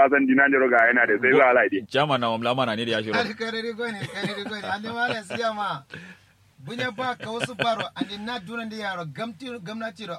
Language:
Kanuri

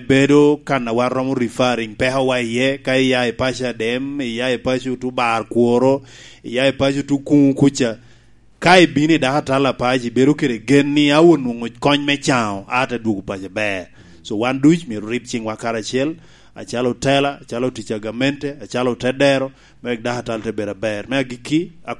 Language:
Lango (Uganda)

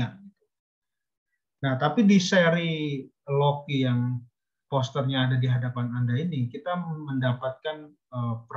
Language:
Indonesian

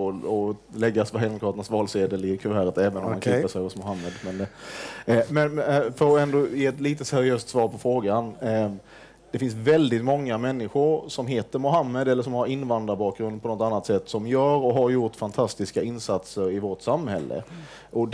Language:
Swedish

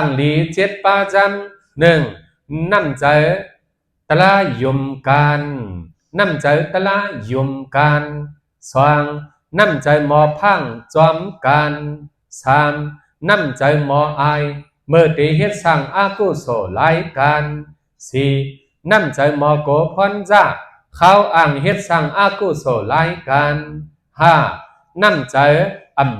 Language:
Shan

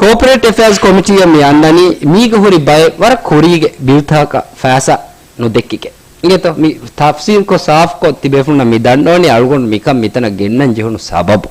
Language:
Divehi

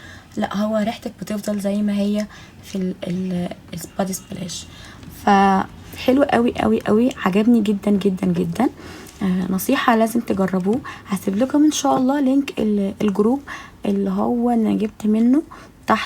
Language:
Egyptian Arabic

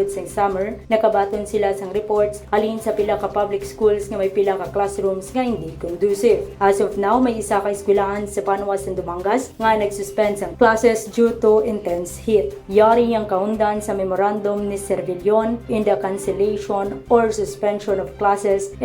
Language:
Hiligaynon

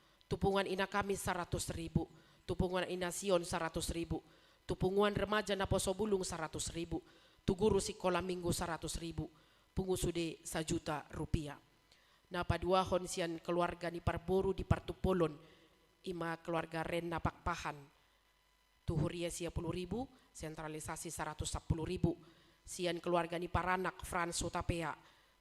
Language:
Batak Toba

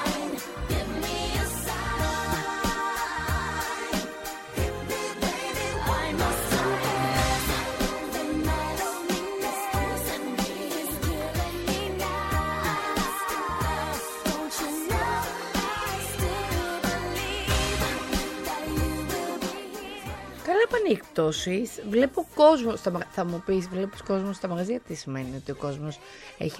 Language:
Greek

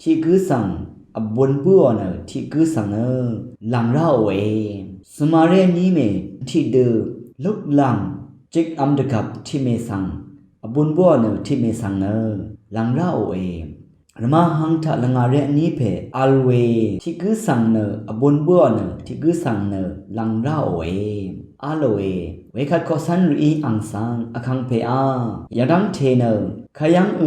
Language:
Rawang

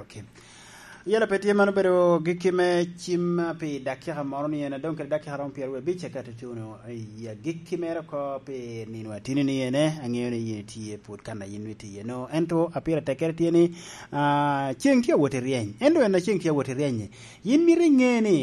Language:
Lango (Uganda)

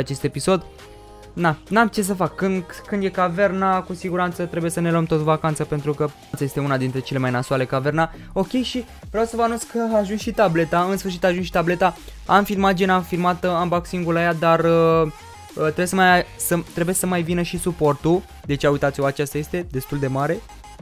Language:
Romanian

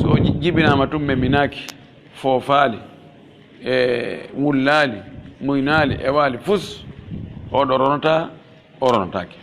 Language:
Pular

